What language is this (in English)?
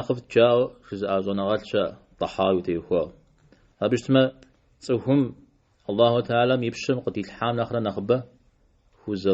Kabardian